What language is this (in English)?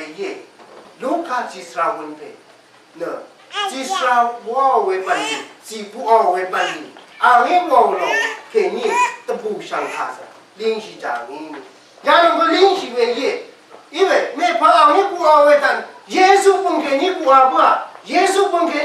Rawang